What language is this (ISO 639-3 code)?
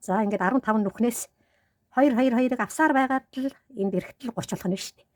mon